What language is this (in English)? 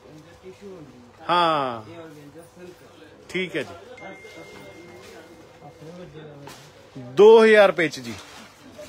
Punjabi